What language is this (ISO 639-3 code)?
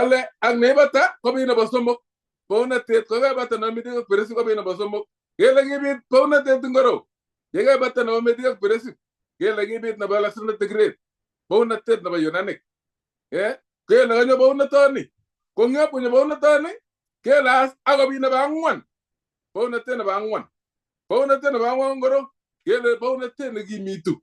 kln